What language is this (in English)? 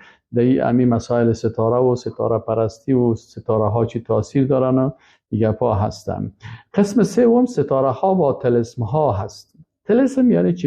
Persian